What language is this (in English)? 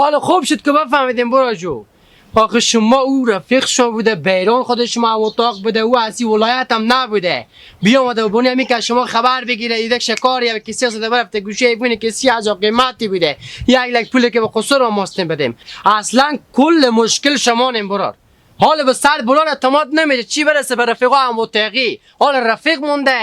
Hazaragi